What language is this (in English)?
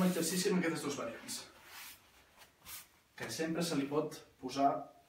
Catalan